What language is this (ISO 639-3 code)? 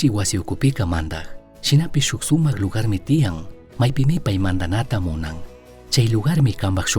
qug